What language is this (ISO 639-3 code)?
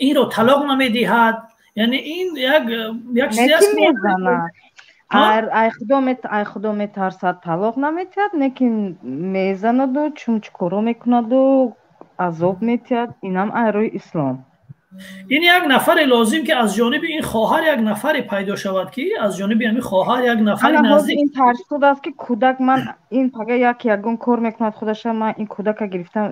tgk